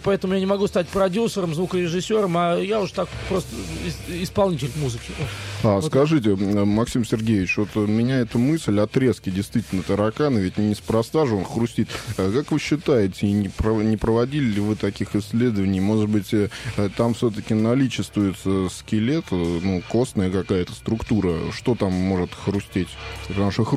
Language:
Russian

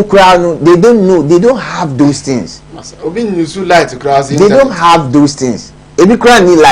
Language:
Akan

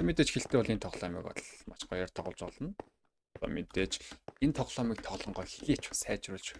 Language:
Mongolian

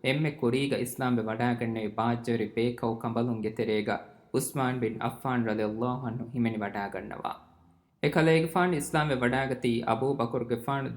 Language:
Divehi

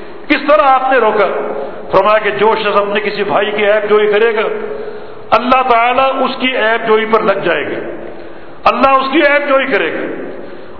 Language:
Urdu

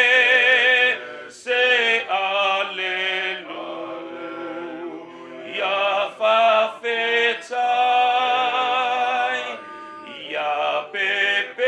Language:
Samoan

